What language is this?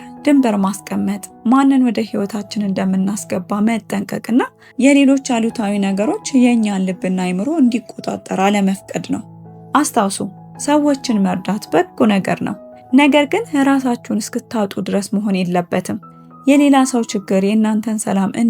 Amharic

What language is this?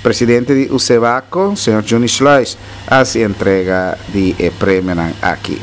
Papiamento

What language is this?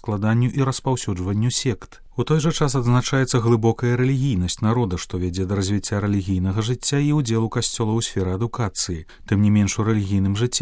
Belarusian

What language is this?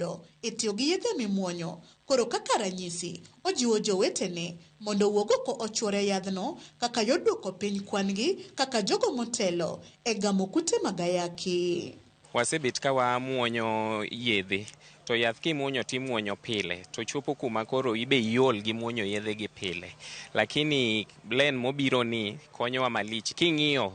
Luo (Kenya and Tanzania)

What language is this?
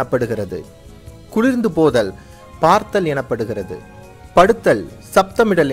Tamil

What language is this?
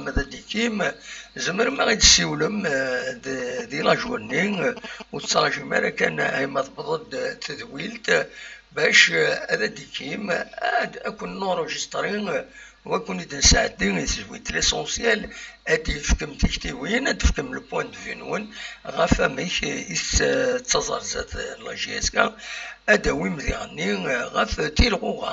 Kabyle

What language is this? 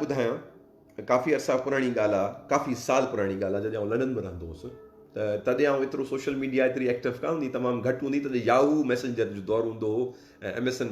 Sindhi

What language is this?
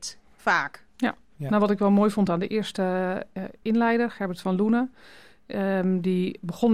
Dutch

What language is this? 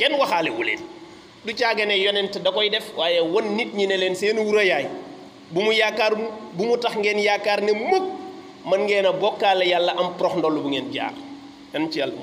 Wolof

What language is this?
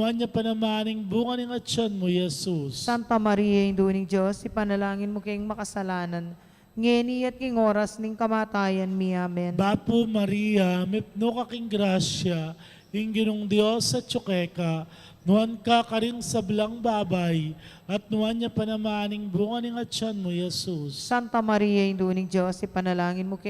Pampanga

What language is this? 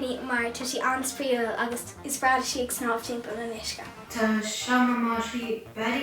Irish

